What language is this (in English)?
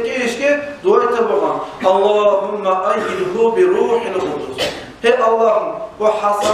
Kumyk